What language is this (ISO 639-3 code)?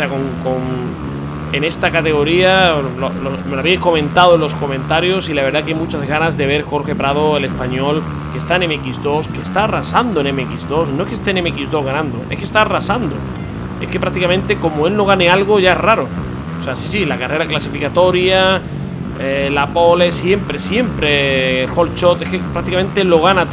spa